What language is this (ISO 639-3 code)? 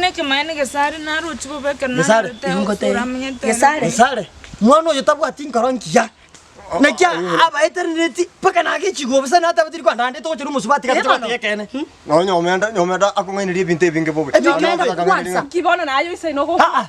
guz